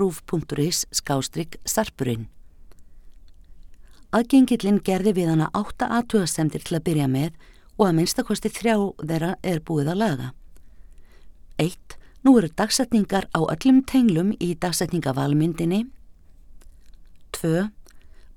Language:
Icelandic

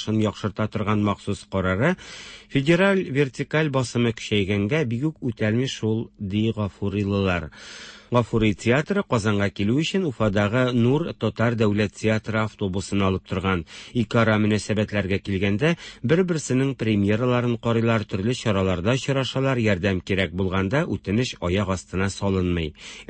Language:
Tatar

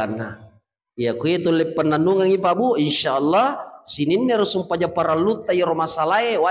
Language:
Buginese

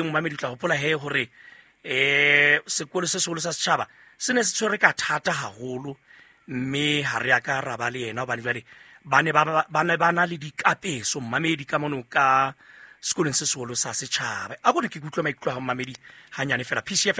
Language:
Southern Sotho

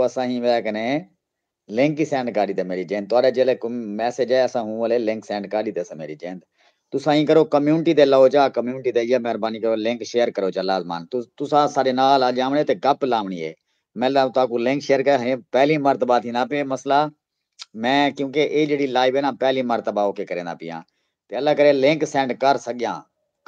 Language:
Saraiki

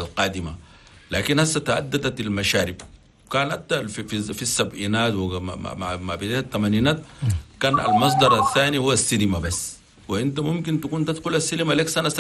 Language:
Chadian Arabic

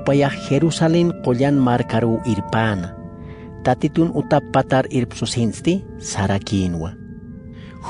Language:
Aymara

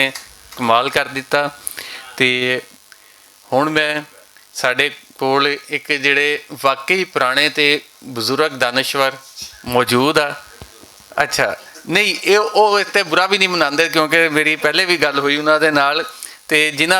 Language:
Western Panjabi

